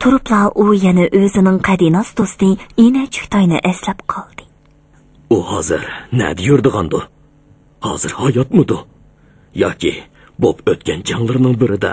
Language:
Uyghur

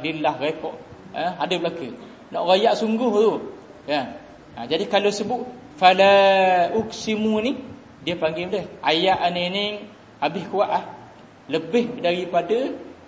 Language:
Malay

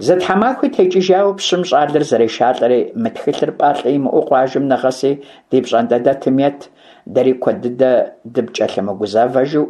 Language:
Kabardian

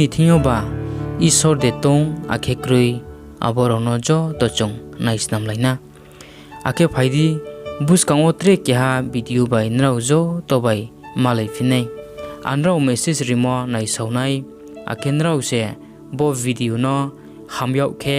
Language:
Riang (India)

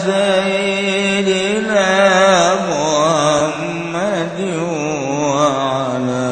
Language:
Sundanese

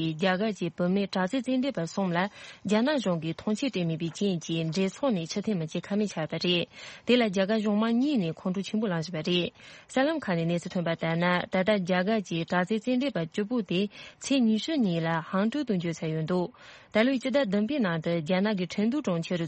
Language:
Tibetan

